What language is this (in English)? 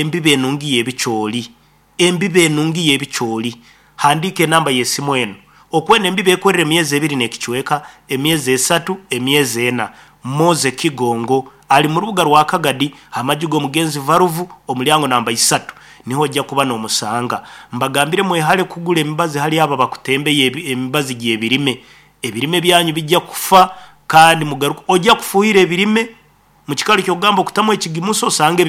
Nyankole